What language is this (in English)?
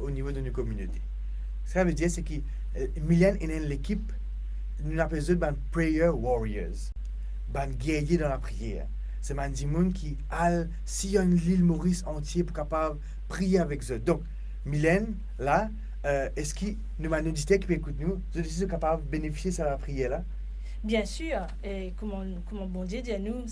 Morisyen